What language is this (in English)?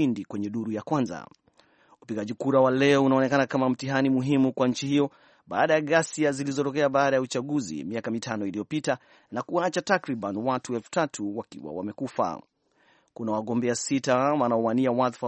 Swahili